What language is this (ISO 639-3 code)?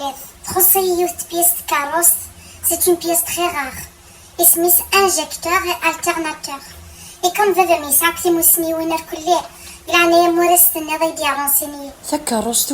kab